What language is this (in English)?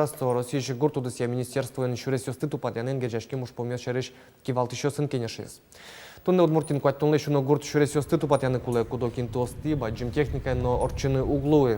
Udmurt